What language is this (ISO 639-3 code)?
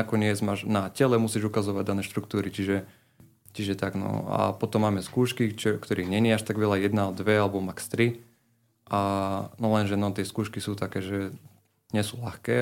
slk